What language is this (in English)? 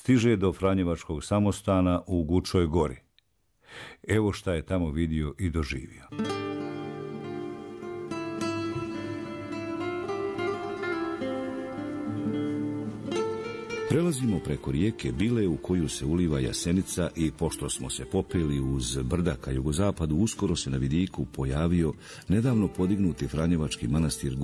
Bosnian